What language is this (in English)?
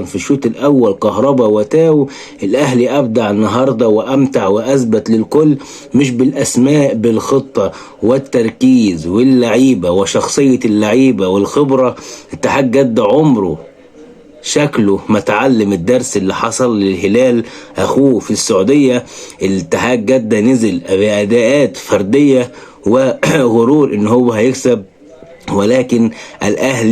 Egyptian Arabic